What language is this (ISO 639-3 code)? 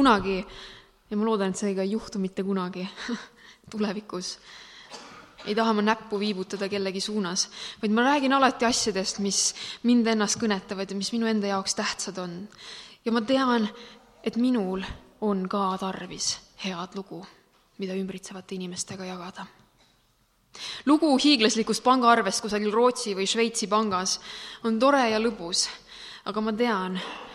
est